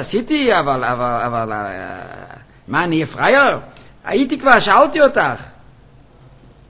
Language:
Hebrew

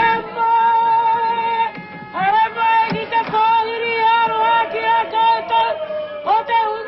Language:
Māori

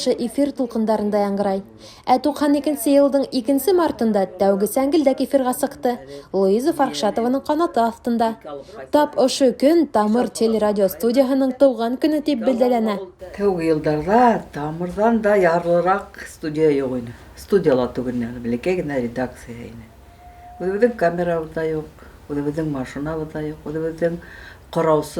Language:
Bashkir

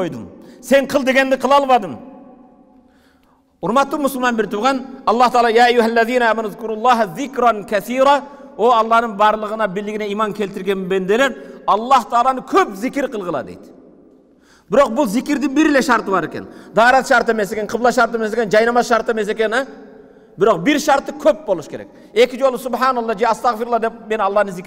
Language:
Kyrgyz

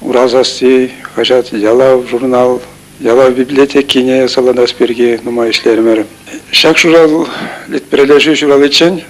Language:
Chuvash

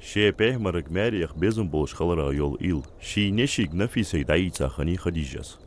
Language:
Ingush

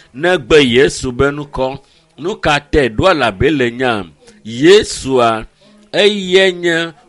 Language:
Ewe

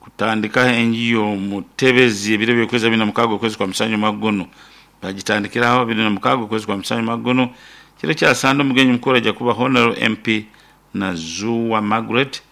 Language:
Nyoro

